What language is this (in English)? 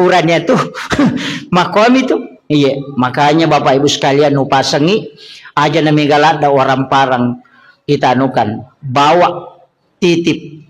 Buginese